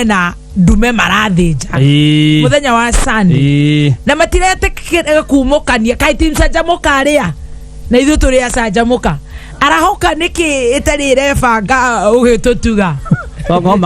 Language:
Kikuyu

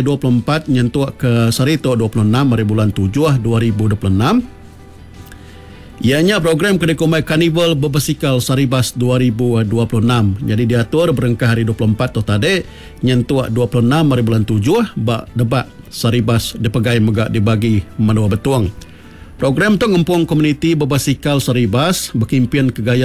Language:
Iban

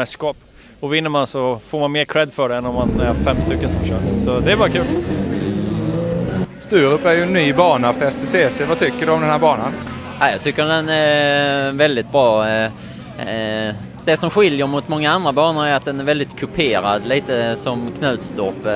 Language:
Swedish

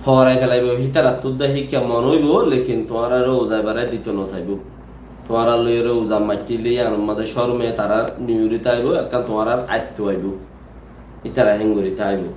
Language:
Rohingya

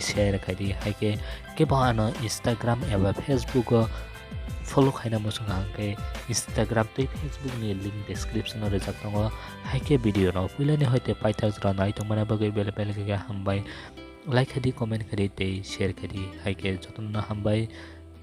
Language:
Kok Borok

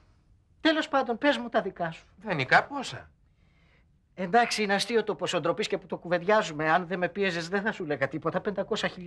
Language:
Greek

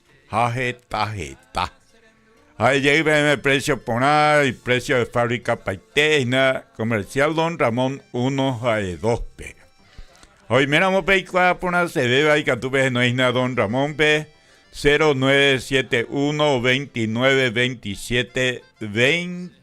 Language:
Guarani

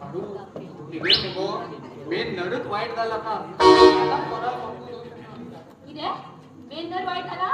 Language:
Konkani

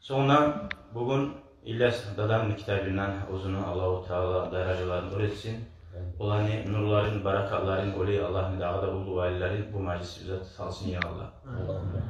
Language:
Kumyk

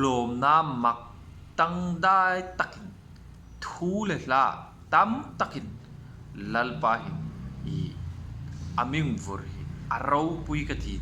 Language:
Hmar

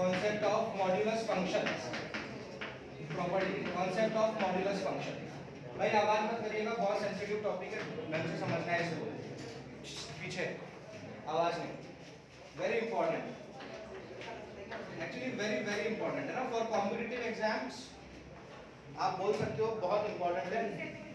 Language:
Hindi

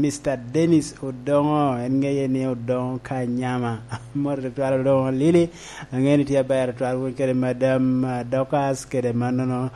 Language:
Lango (Uganda)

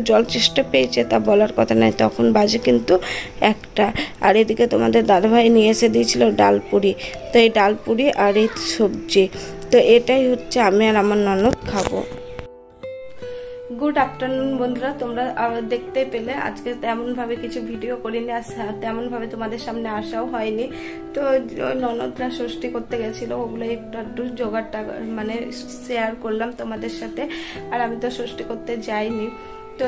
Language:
Bangla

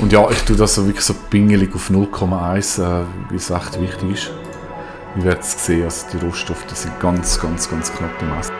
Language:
Swiss German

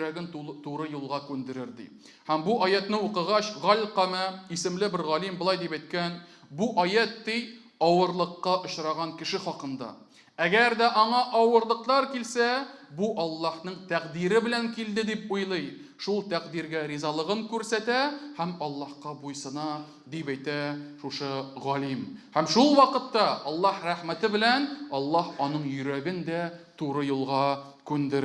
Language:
Tatar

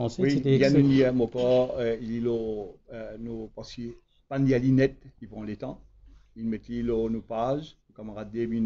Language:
Morisyen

